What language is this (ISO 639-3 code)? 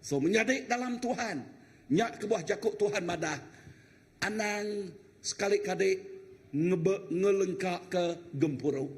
iba